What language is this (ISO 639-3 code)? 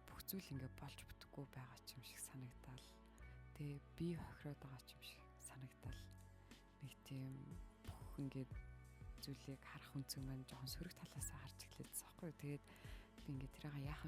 mon